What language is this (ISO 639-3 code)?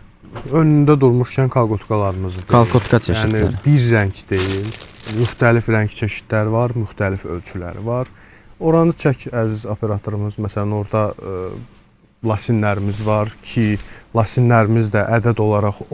aze